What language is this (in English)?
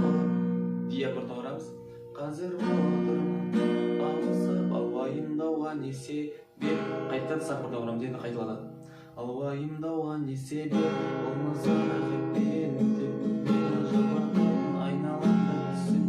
Kazakh